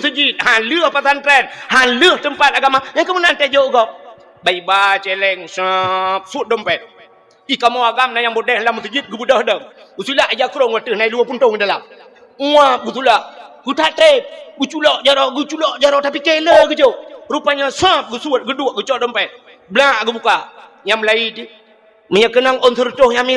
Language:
Achinese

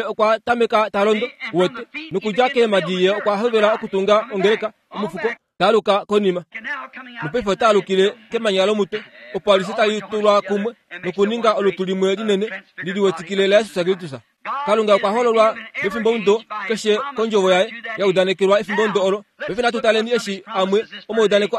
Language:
Kuanyama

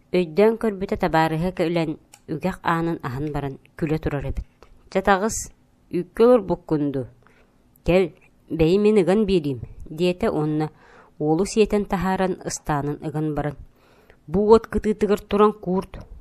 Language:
Yakut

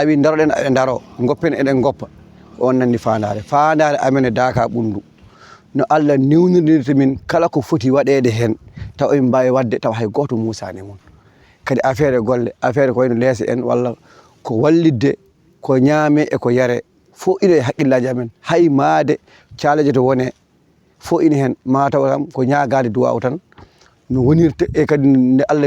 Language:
Fula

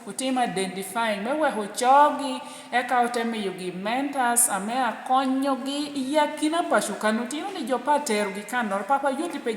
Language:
Lango (Uganda)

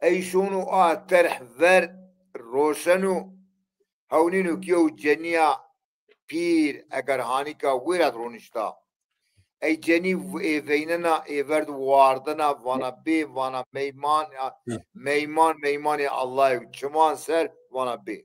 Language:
Zaza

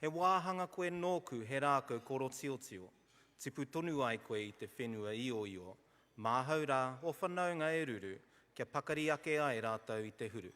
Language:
Māori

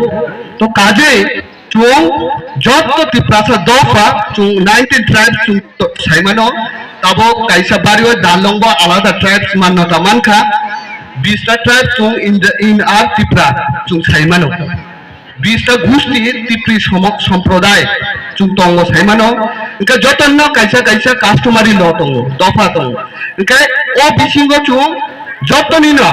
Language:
Kok Borok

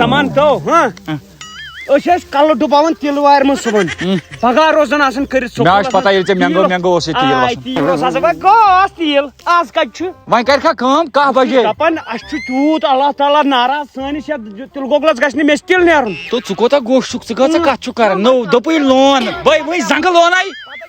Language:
Kashmiri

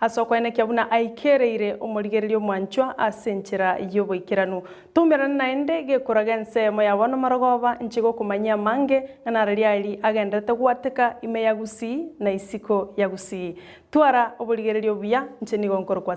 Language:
Gusii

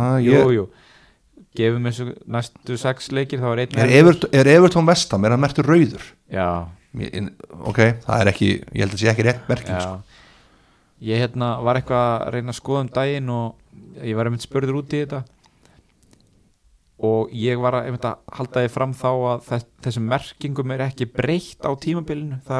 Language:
Icelandic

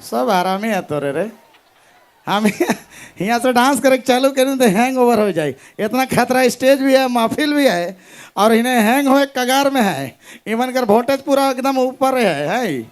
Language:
Sadri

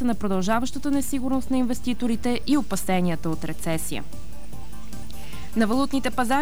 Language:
Bulgarian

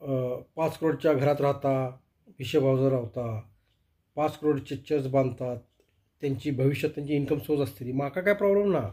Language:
Konkani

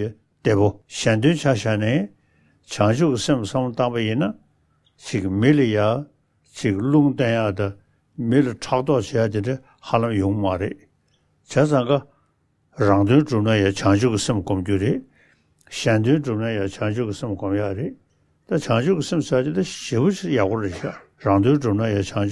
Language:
Tibetan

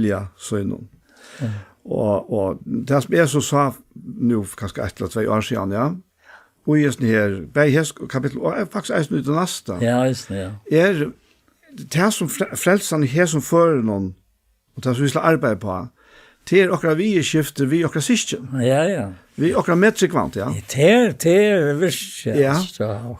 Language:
Faroese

